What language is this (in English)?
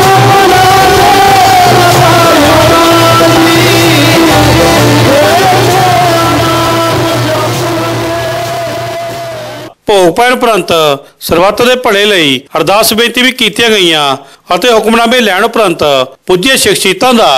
Punjabi